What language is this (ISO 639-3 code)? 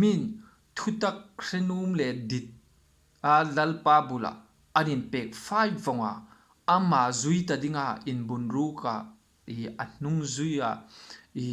hmr